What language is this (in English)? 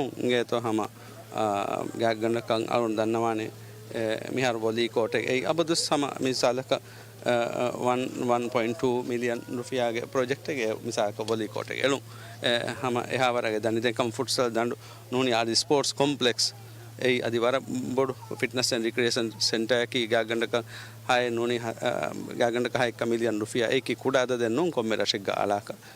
Divehi